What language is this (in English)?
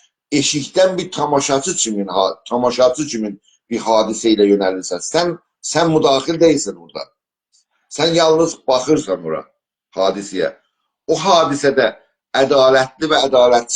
South Azerbaijani